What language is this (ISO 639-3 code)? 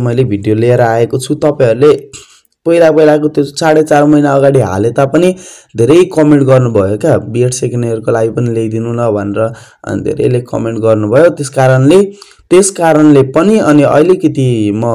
nep